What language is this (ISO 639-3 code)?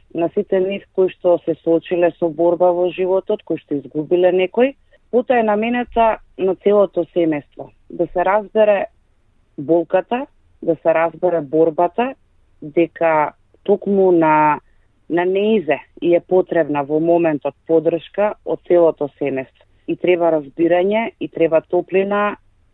mkd